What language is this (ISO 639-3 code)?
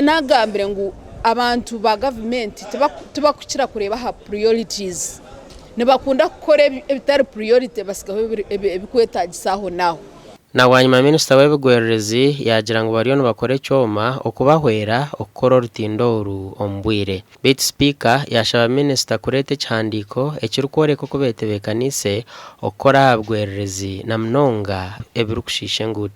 nyn